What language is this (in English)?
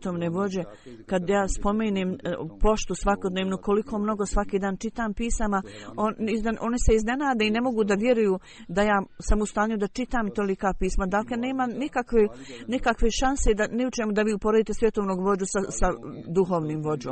Bosnian